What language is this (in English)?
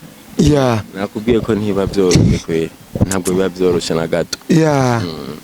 Rundi